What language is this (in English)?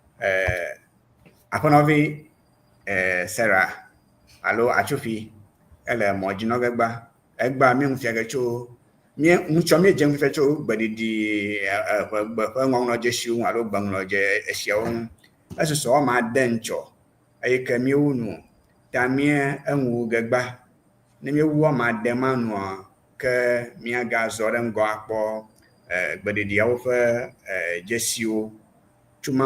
Ewe